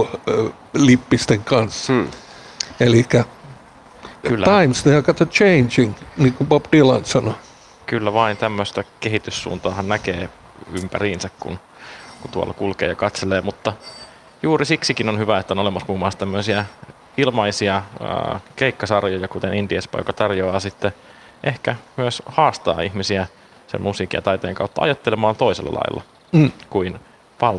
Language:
Finnish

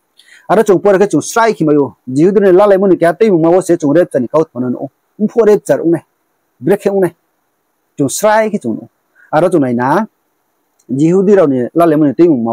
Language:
Riang (India)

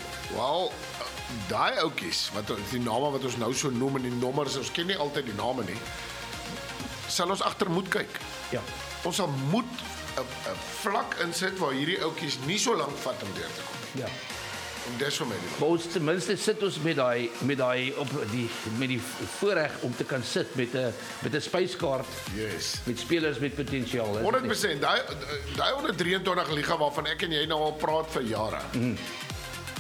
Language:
Afrikaans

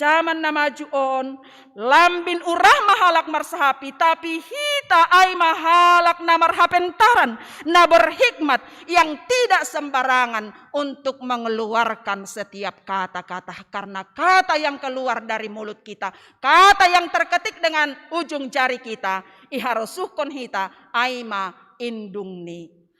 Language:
Batak Simalungun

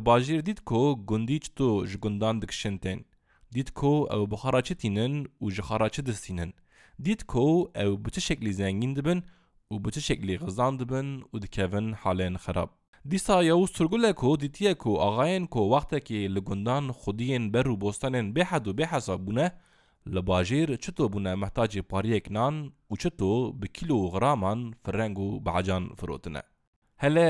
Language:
Kurdish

